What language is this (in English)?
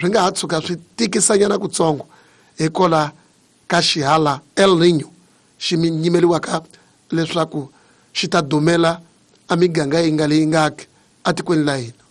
Tsonga